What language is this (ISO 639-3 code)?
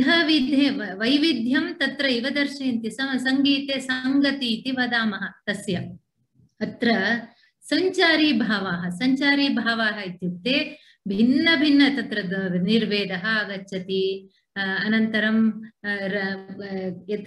san